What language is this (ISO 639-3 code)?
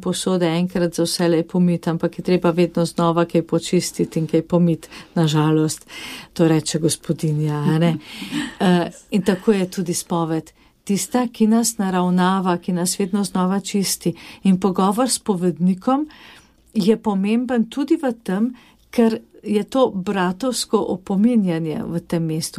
slv